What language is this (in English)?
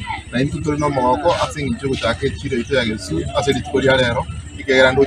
Gusii